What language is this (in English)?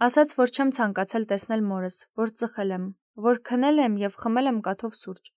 Armenian